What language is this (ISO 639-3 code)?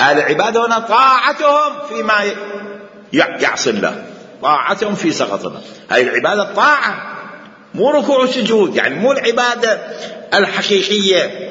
acm